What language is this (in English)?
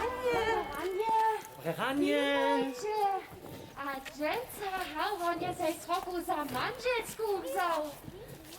Upper Sorbian